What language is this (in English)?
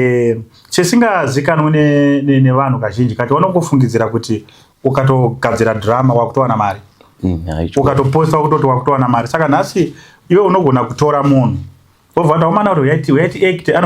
Shona